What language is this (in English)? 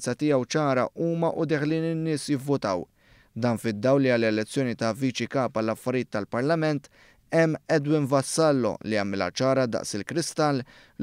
Maltese